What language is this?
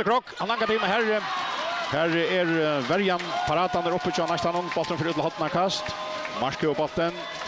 Faroese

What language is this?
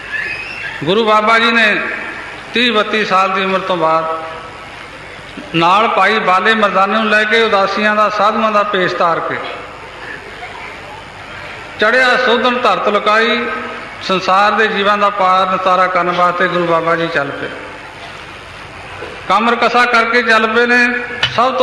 Punjabi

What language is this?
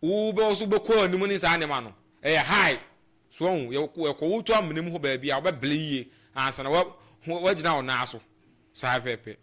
Akan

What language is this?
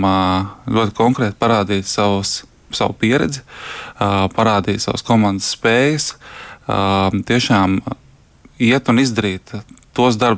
Latvian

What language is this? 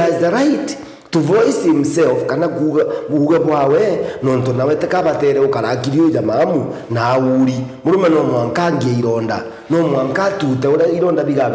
Meru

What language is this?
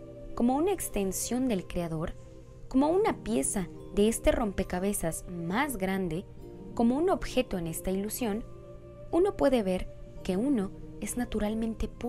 Spanish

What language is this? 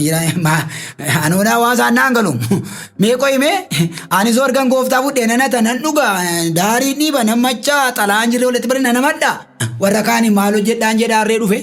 Oromo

